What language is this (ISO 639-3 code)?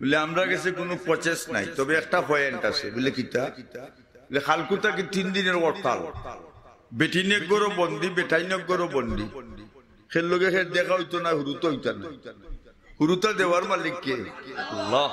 syl